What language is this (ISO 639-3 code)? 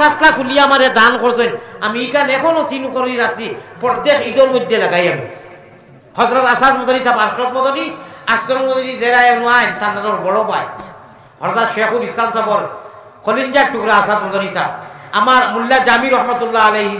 syl